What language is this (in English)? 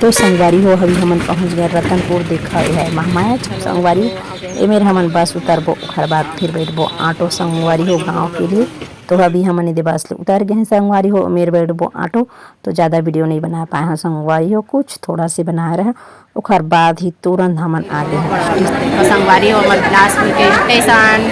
Chhattisgarhi